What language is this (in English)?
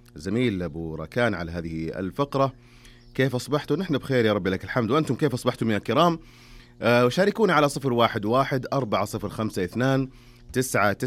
Najdi Arabic